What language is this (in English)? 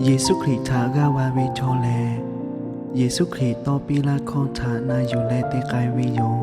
Lahu